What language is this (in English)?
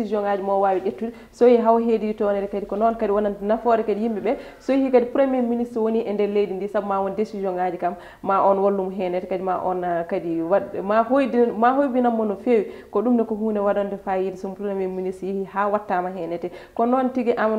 Fula